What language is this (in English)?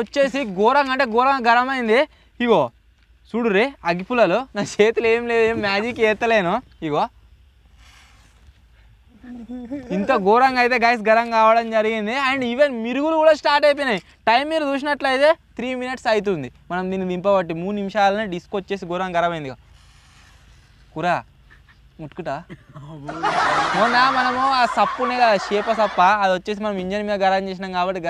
Telugu